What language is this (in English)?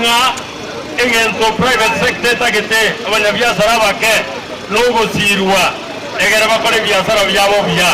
Gusii